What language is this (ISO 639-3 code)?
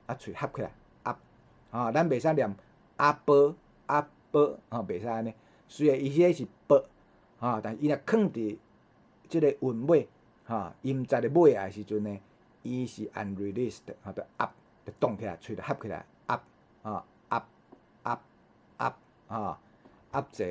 nan